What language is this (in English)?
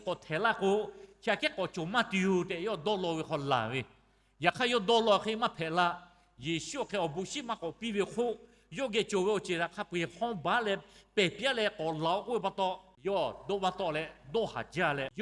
Lahu